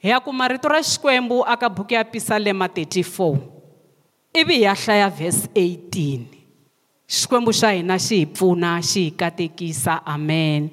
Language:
Tsonga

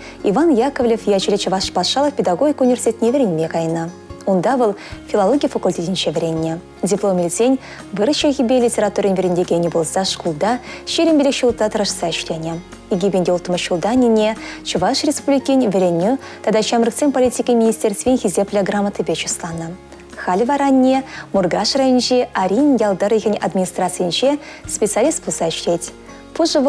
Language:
Chuvash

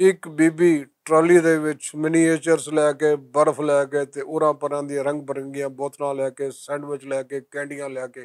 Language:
Western Panjabi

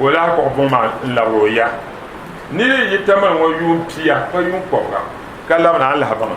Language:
Dagbani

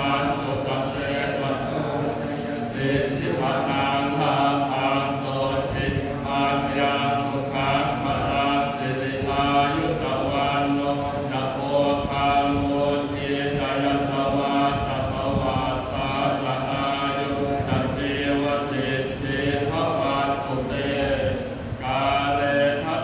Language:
Pali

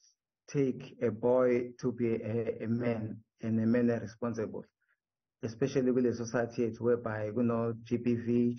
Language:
Zulu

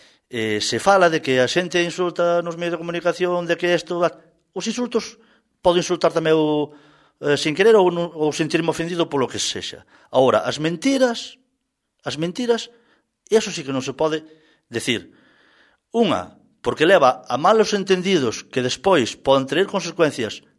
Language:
Galician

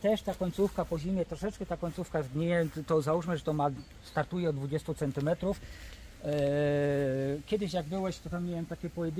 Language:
Polish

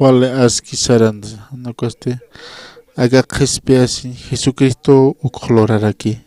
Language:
Aymara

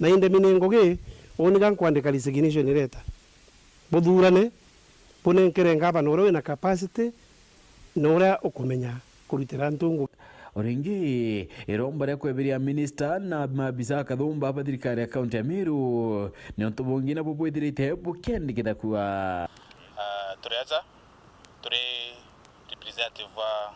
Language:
Meru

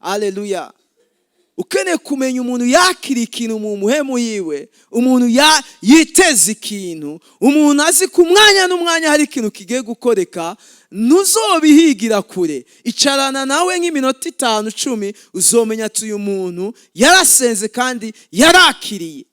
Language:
Rundi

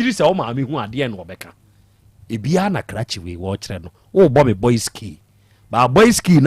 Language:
Akan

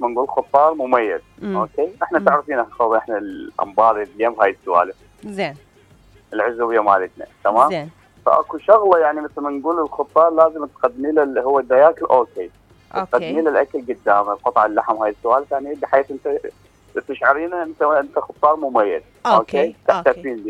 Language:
Mesopotamian Arabic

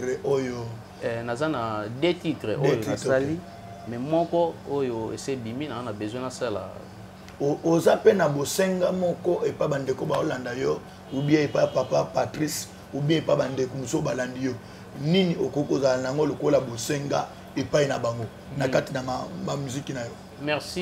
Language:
Lingala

